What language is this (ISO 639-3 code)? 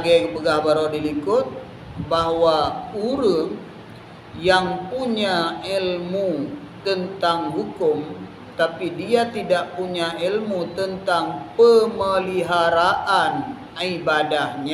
ace